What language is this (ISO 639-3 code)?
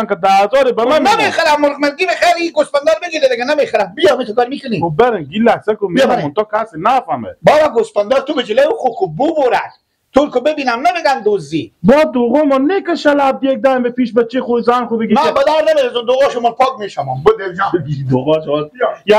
fas